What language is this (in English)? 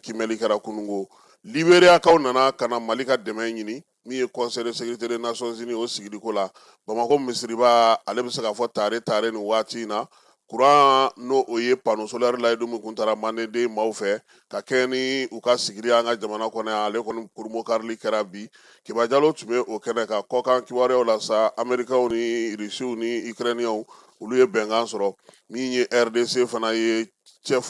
Bambara